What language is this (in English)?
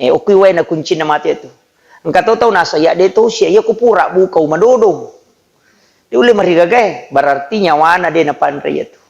Buginese